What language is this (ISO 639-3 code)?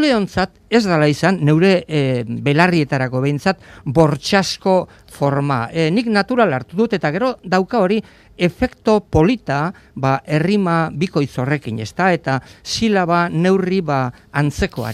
eus